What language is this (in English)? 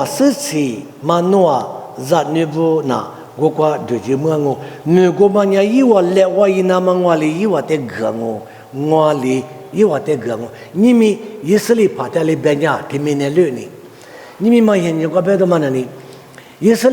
Lisu